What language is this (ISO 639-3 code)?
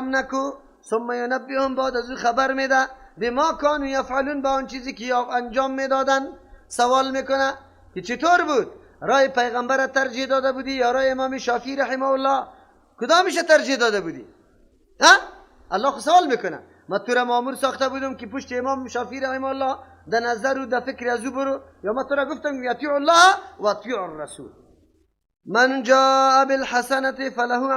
fas